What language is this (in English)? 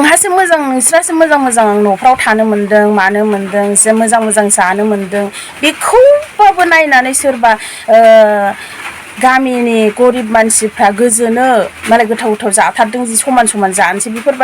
Bodo